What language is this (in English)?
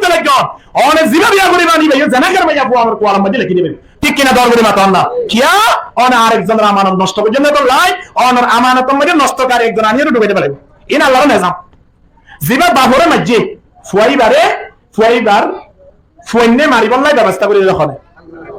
Rohingya